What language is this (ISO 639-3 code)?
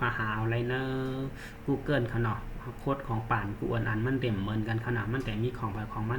shn